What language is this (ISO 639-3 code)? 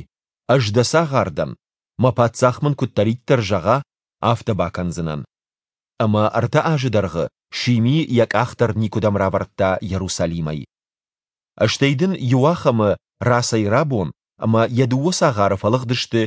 oss